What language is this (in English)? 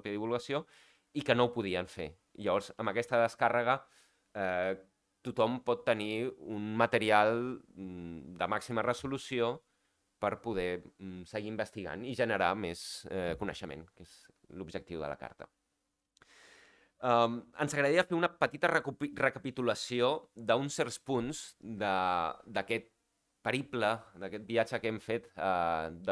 Catalan